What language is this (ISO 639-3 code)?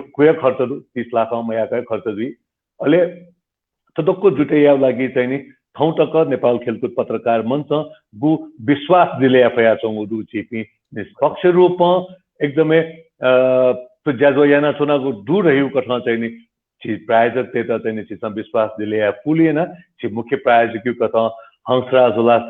new